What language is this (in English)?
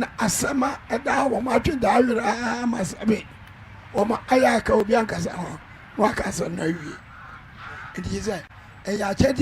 Akan